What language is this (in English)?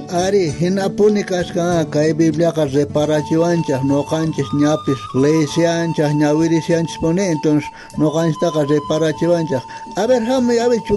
South Bolivian Quechua